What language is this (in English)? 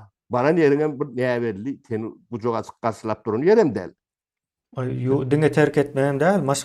Turkmen